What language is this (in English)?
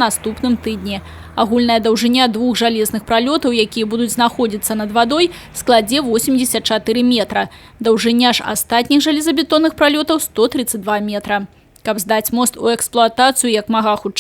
Belarusian